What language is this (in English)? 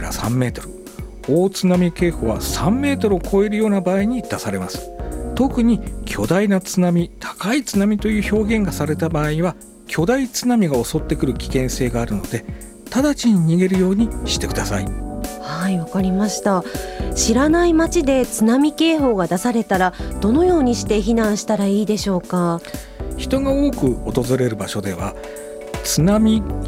Japanese